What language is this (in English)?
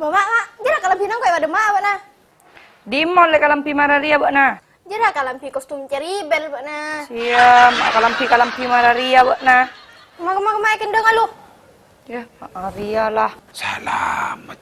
Madurese